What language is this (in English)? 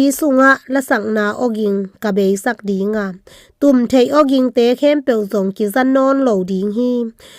Tedim Chin